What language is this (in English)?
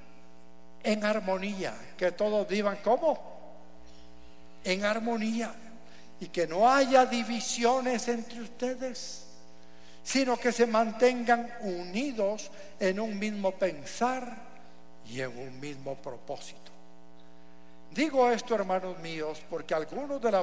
Spanish